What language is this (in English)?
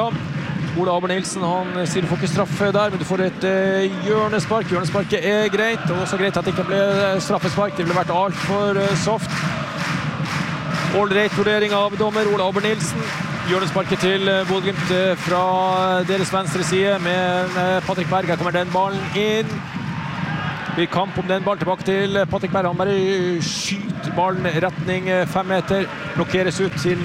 Norwegian